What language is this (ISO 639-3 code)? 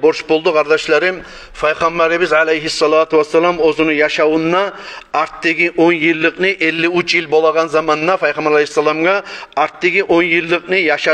kum